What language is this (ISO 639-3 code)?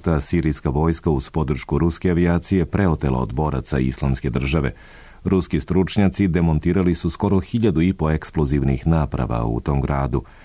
srp